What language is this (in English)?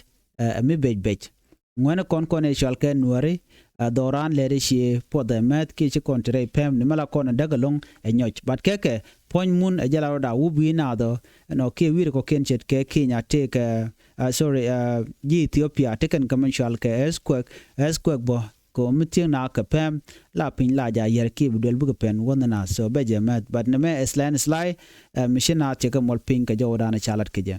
Nuer